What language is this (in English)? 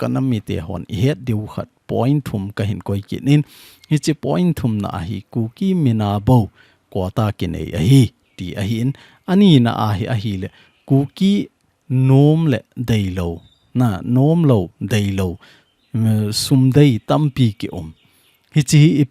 Thado Chin